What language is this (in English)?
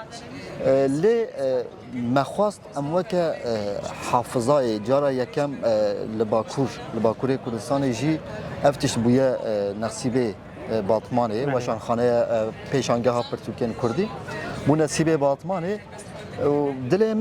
Kurdish